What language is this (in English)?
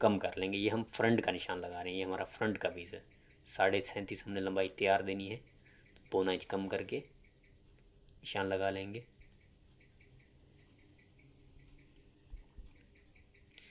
Hindi